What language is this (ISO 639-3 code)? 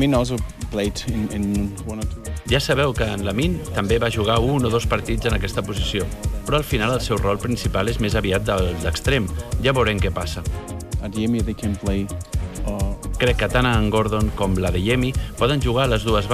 cat